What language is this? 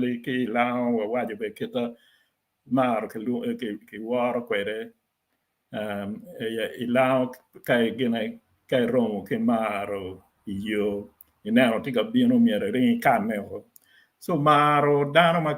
Acoli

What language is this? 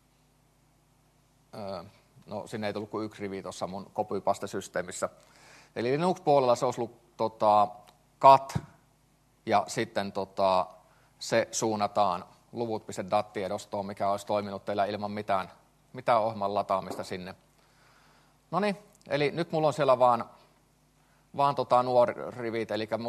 Finnish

